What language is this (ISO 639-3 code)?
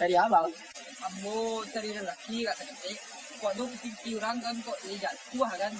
min